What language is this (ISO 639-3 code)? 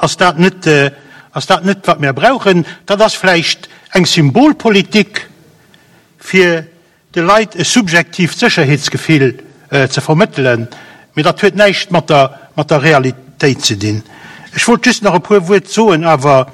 ltz